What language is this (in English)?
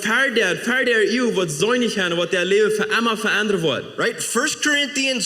Plautdietsch